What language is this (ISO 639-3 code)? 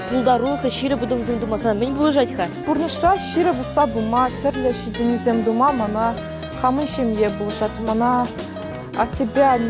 chv